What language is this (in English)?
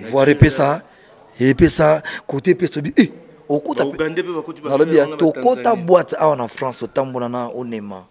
Lingala